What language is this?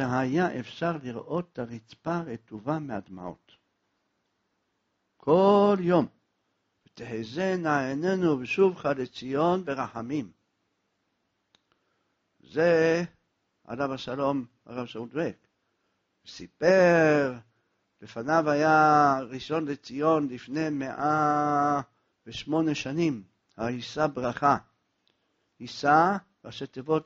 Hebrew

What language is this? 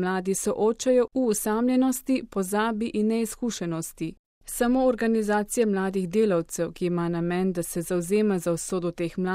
Slovenian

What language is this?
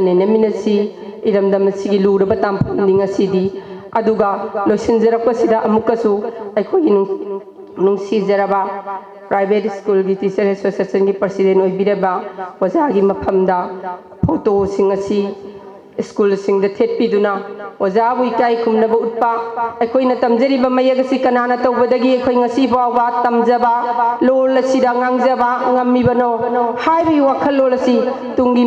Manipuri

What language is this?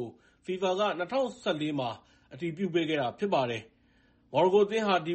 Burmese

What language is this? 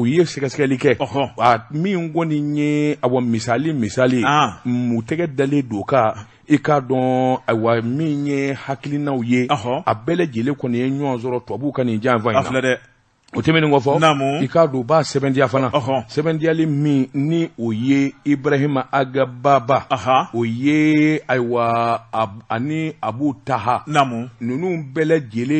Bambara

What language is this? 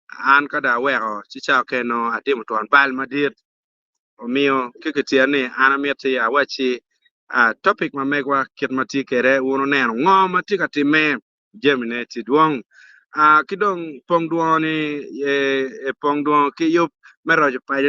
Acoli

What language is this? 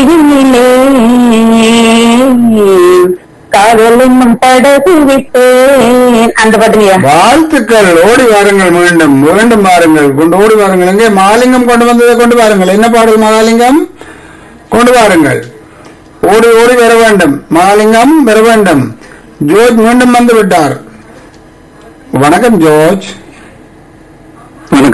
Tamil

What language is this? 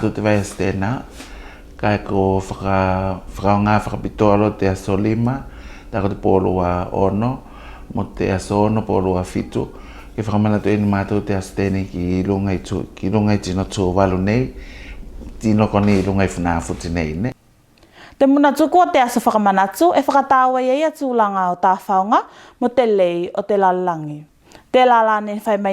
Tuvalu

